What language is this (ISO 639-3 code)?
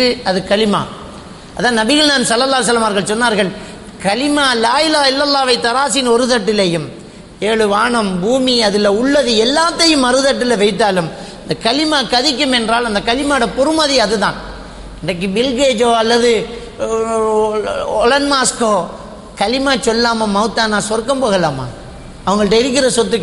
tam